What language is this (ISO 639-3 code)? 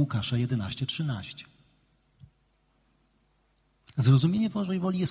pol